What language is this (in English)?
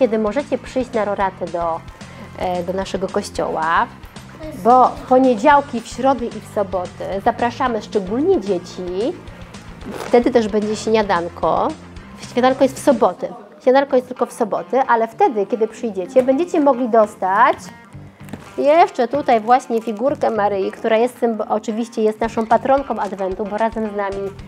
Polish